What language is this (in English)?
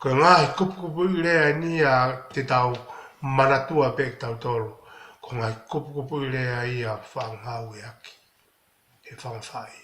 Tongan